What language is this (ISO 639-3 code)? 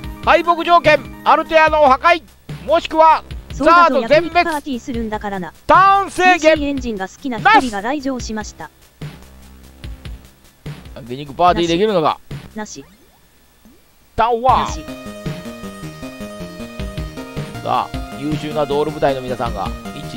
jpn